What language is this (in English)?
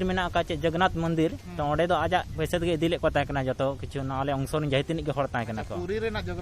Santali